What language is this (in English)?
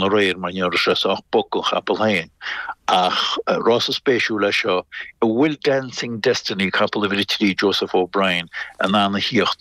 Irish